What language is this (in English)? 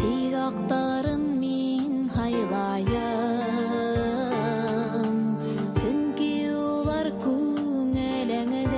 Bashkir